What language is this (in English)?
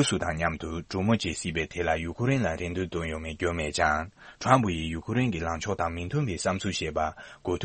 Tibetan